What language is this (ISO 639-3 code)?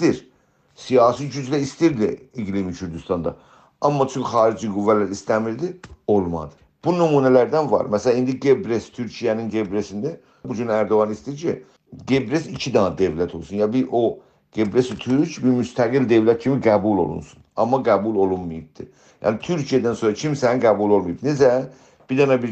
azb